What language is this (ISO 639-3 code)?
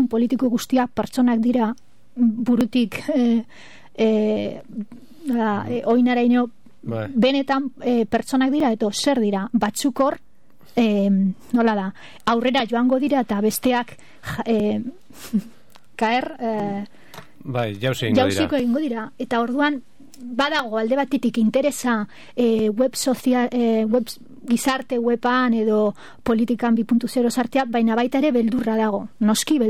eus